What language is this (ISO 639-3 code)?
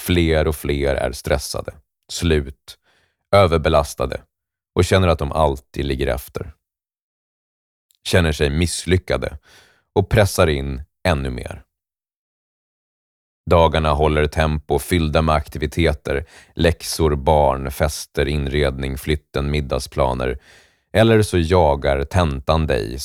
swe